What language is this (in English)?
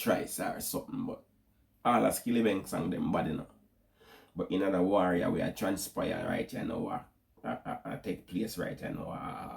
Jamaican Creole English